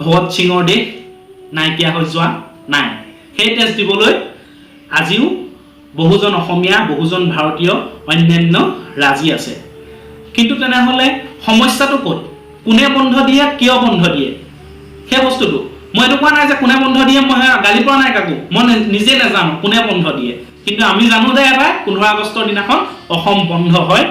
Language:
Assamese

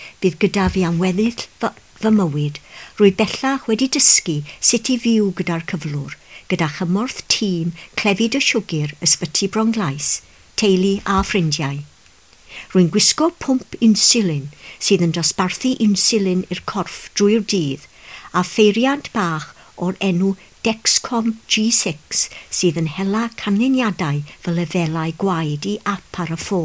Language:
Welsh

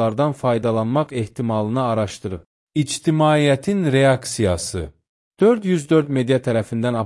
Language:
Azerbaijani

